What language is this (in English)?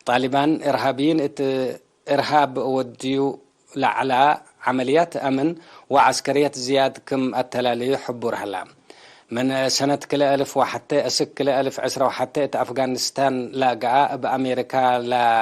Tigre